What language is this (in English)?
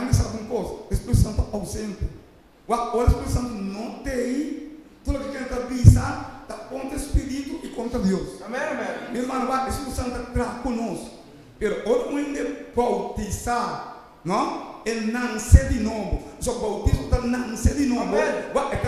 Papiamento